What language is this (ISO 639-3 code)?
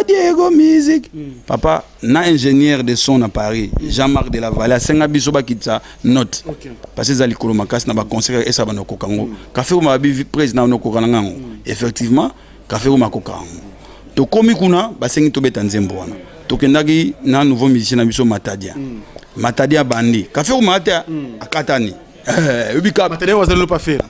lin